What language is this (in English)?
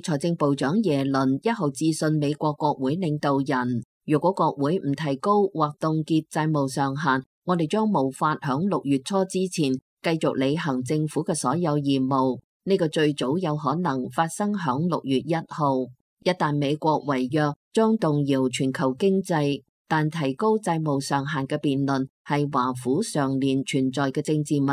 Cantonese